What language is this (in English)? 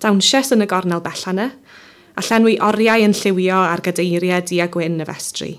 Welsh